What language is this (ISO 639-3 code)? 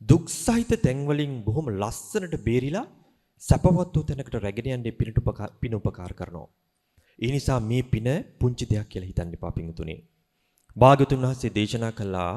sin